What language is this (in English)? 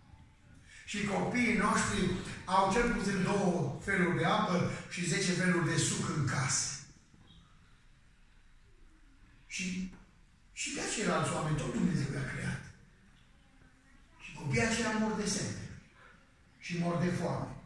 Romanian